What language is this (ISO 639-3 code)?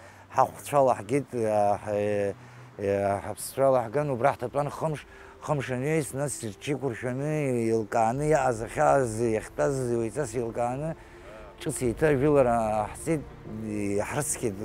abk